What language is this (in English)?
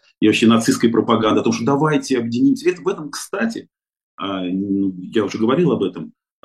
Russian